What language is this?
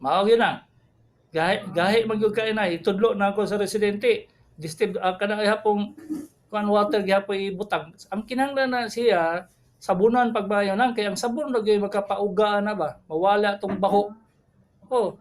Cebuano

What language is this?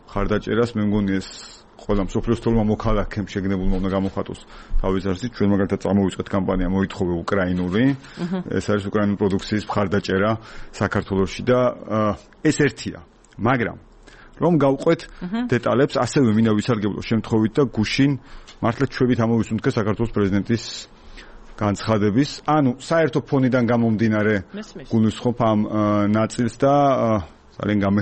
Georgian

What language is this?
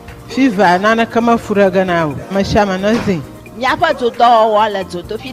Ewe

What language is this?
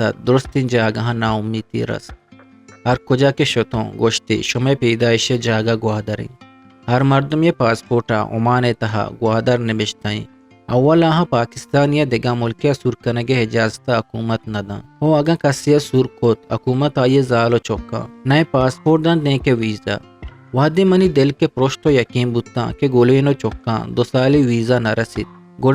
Eastern Balochi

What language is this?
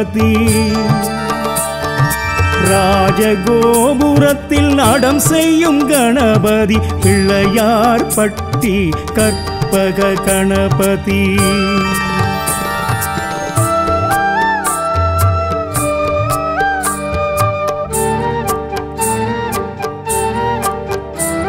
Tamil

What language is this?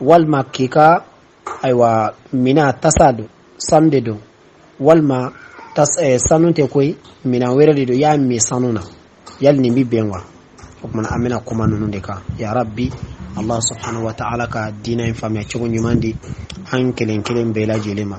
Bambara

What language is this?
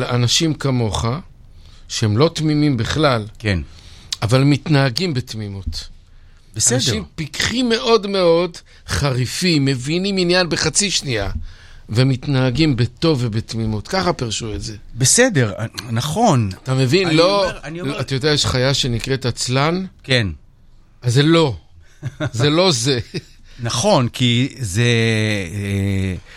Hebrew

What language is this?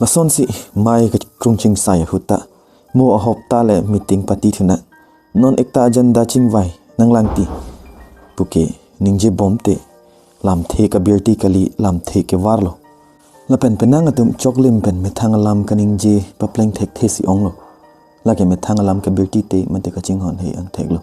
Karbi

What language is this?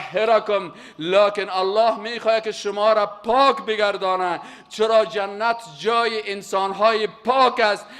Persian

